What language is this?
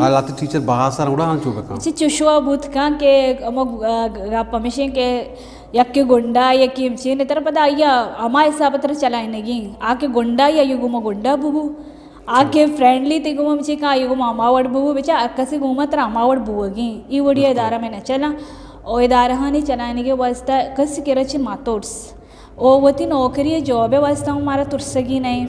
Eastern Balochi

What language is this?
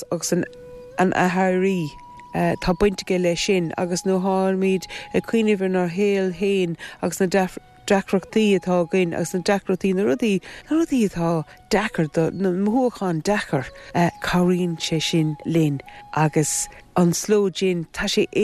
Irish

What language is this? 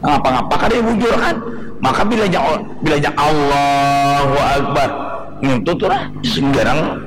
Banjar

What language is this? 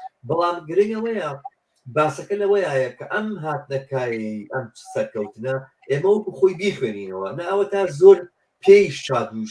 Central Kurdish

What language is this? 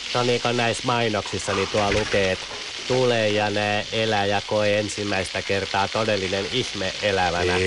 Finnish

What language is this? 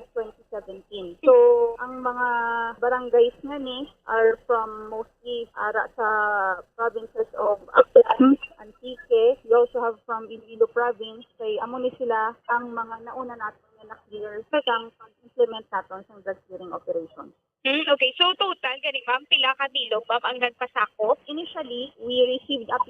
Hiligaynon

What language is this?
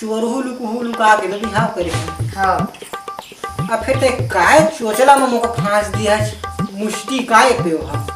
Chhattisgarhi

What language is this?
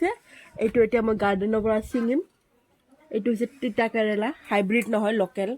Assamese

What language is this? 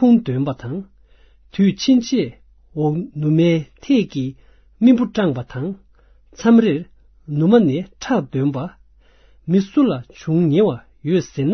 Tibetan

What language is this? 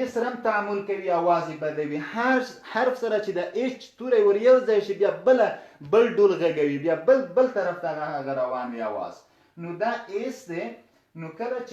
Pashto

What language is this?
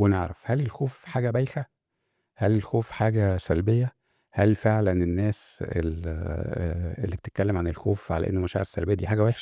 Egyptian Arabic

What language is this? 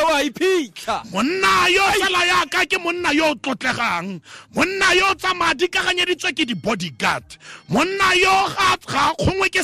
Tswana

